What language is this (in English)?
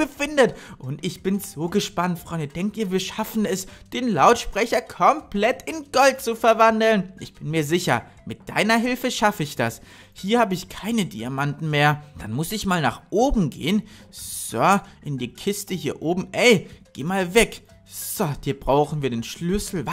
German